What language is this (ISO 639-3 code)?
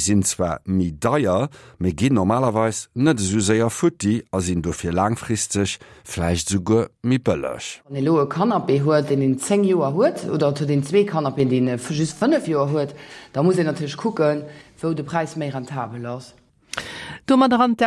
ltz